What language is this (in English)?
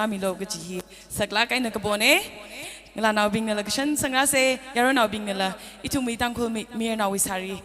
Tangkhul Naga (India)